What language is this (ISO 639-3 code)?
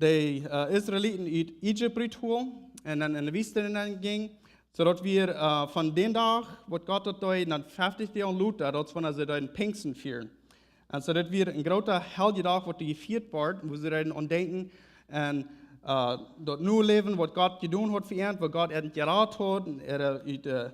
pdt